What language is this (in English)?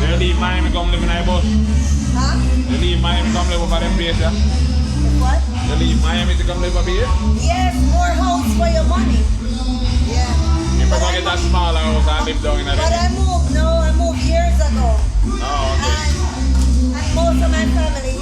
Jamaican Creole English